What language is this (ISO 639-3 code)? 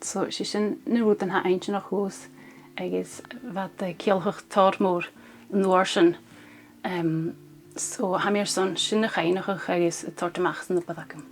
gla